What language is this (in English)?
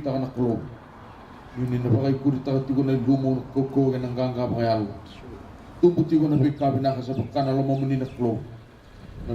Fijian